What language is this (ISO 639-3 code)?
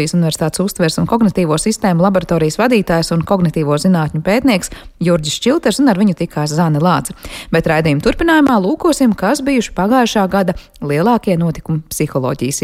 lav